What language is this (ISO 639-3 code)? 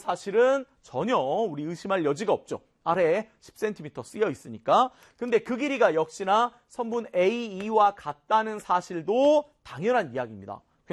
kor